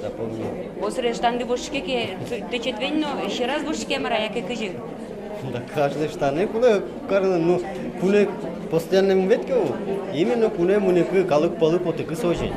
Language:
Udmurt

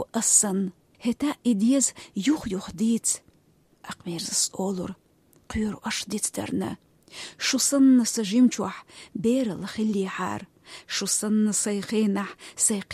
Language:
Chechen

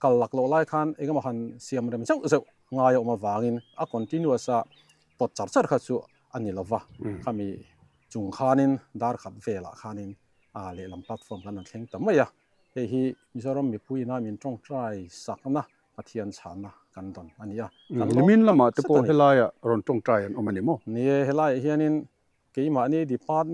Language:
Mizo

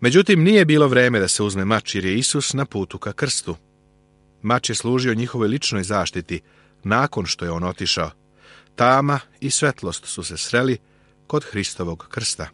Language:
Serbian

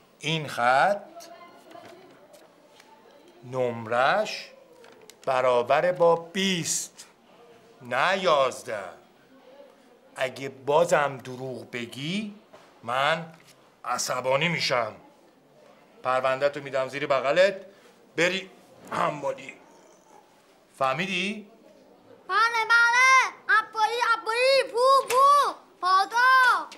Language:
Persian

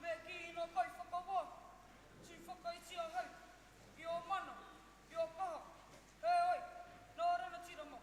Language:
Māori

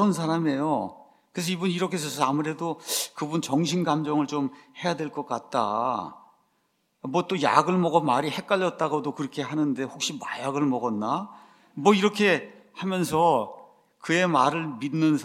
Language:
Korean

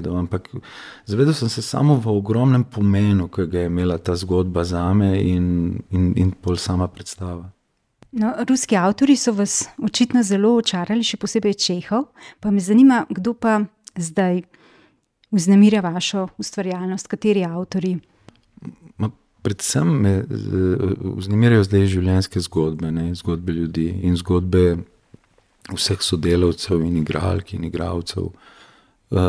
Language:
Slovenian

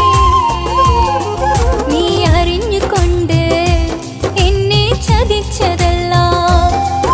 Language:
Malayalam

